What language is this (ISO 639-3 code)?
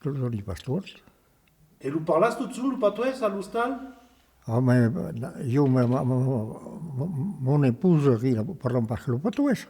oci